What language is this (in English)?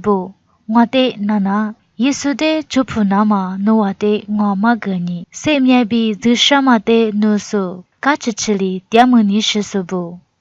Lisu